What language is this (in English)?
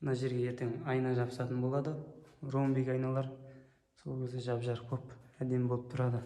Kazakh